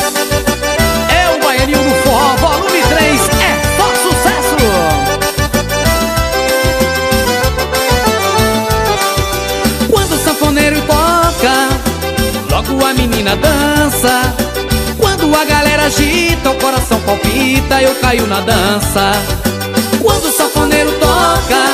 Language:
Portuguese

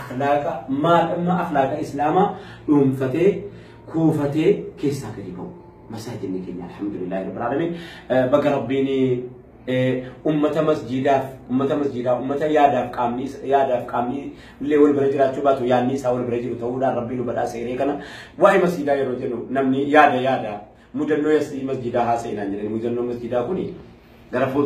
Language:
Oromo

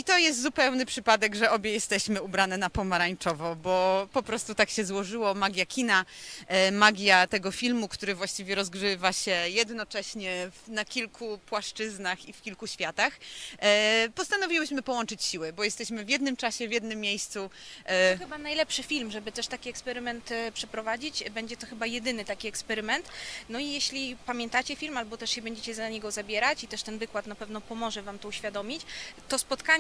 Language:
Polish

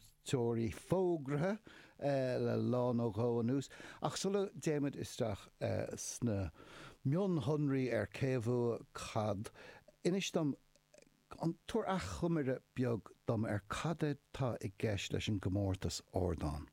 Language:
Irish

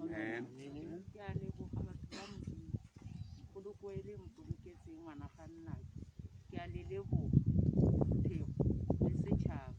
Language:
Tswana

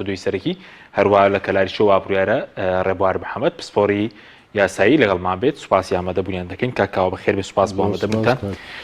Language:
Central Kurdish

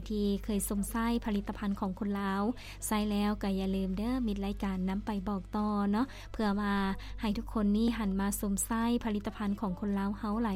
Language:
Lao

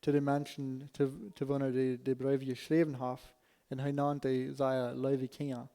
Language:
Plautdietsch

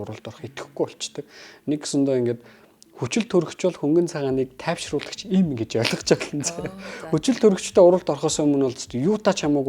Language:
Mongolian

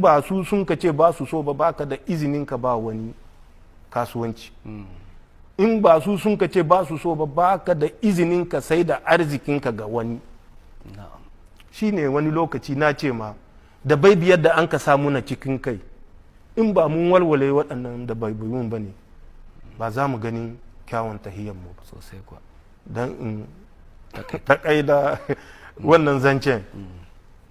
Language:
Hausa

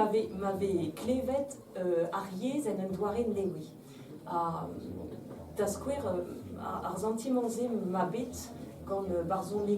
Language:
Breton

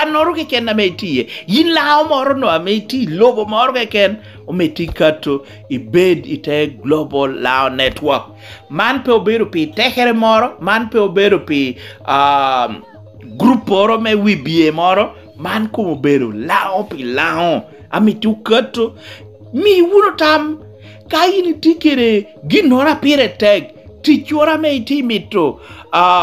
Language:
Lango (Uganda)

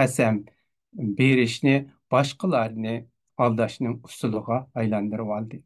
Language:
Uyghur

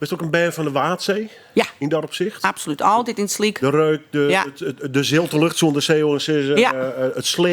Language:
Western Frisian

